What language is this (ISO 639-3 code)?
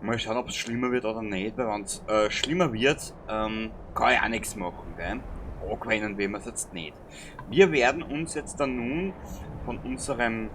bar